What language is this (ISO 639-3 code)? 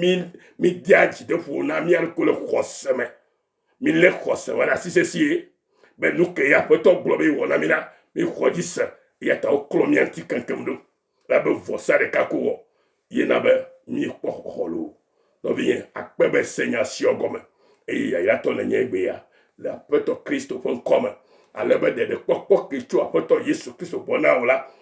ewe